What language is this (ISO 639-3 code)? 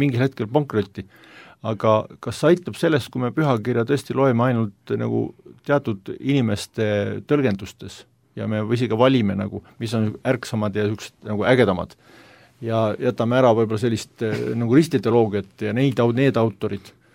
est